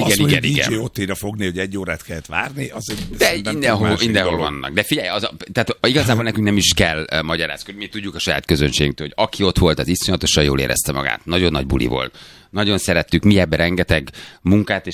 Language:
Hungarian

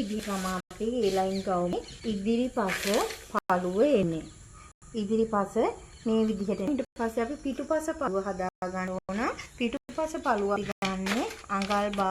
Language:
Sinhala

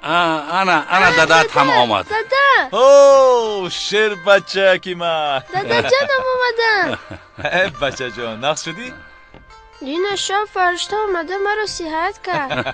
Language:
Tajik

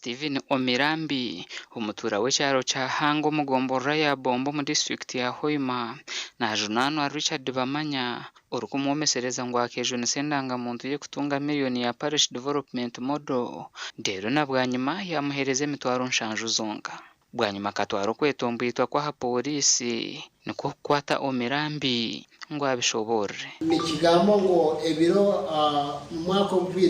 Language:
Nyankole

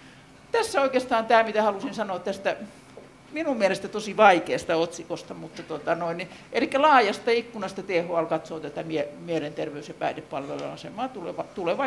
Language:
Finnish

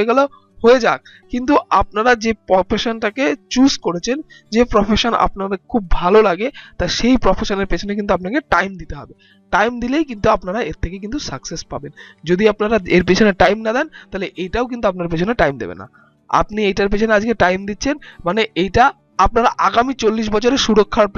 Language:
Bangla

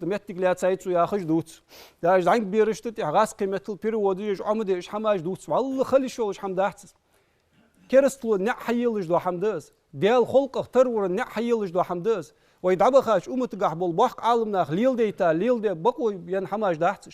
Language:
Ingush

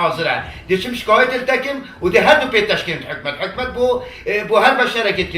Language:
Kurdish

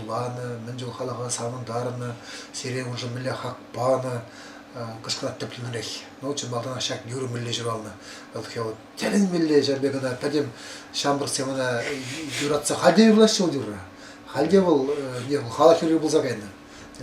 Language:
Chuvash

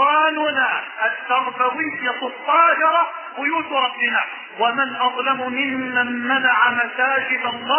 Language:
Arabic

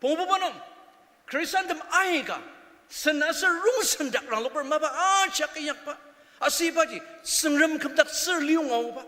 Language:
Ao Naga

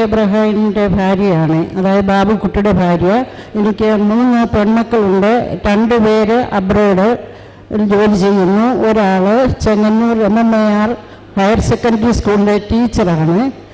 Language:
Malayalam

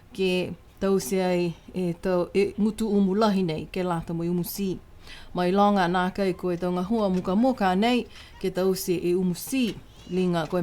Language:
Niuean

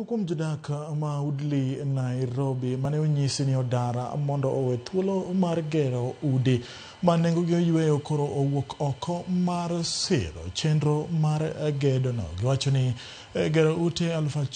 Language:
Luo (Kenya and Tanzania)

